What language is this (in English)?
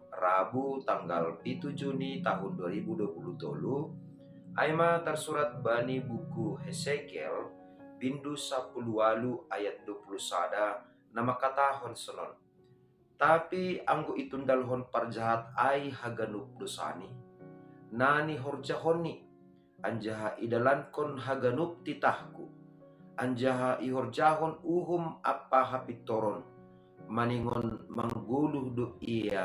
Batak Simalungun